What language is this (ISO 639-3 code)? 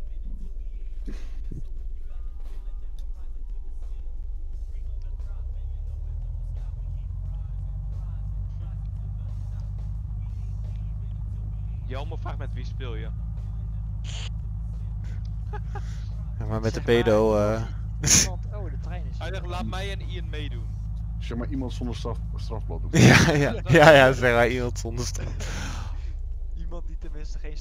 nld